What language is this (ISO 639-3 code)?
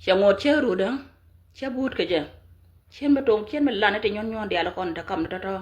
nus